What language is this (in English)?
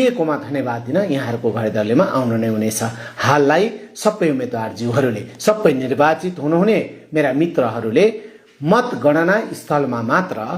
Nepali